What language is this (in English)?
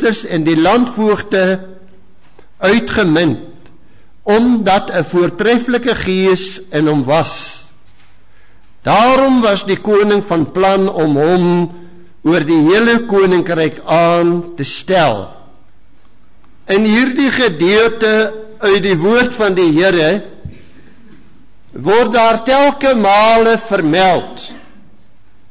Afrikaans